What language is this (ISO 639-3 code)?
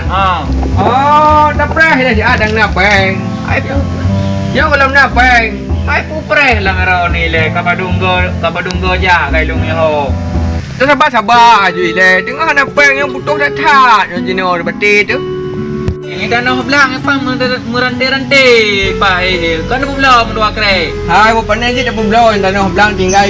ace